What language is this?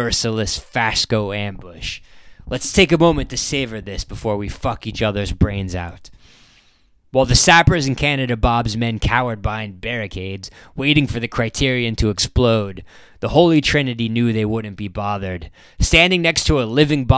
English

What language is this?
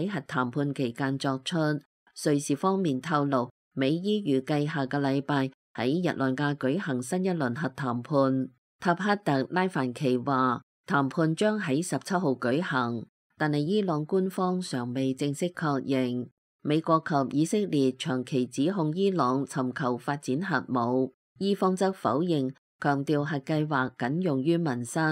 Cantonese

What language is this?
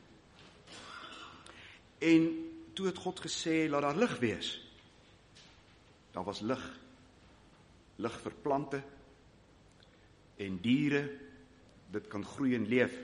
Afrikaans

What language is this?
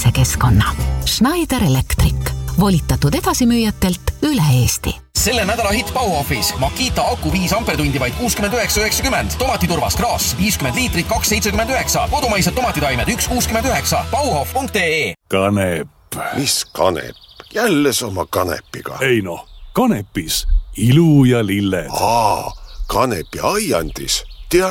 Estonian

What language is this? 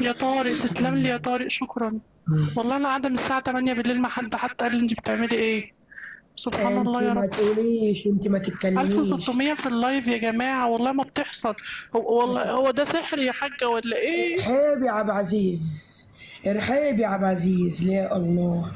Egyptian Arabic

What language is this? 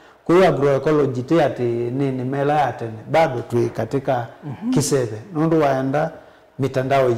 Kamba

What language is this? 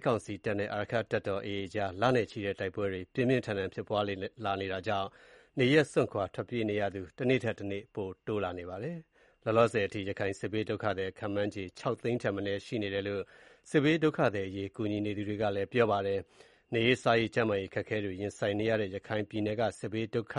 Burmese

